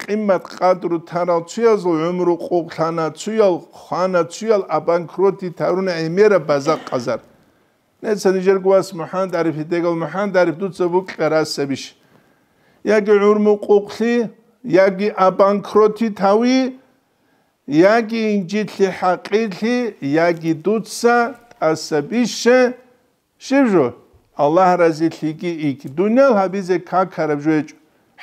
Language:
Avaric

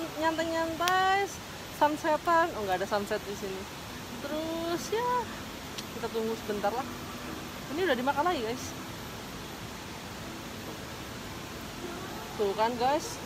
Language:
Indonesian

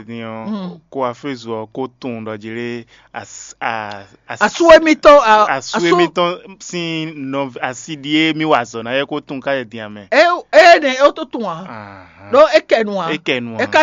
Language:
Fon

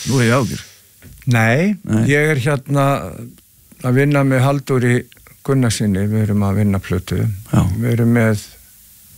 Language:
Icelandic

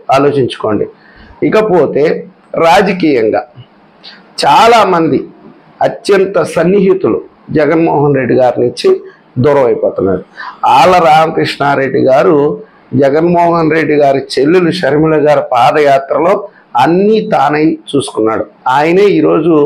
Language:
Telugu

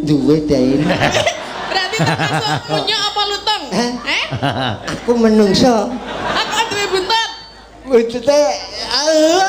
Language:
Javanese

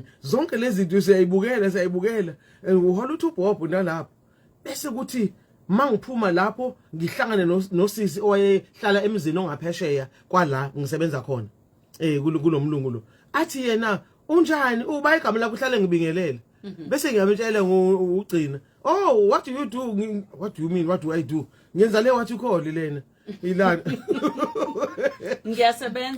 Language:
Zulu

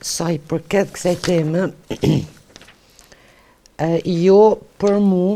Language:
Albanian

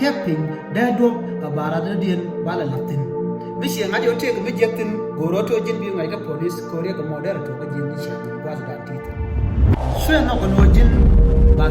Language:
Nuer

